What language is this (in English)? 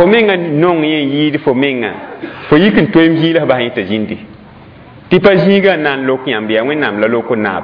Mossi